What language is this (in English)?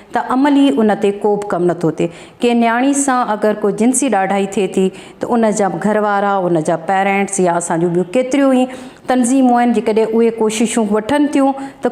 Sindhi